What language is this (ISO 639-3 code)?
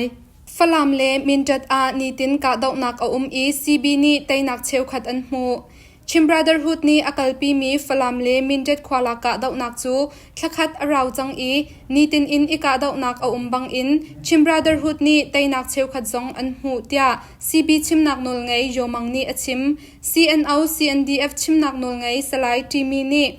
cnh